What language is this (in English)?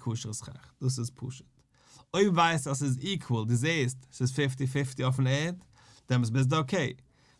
Yiddish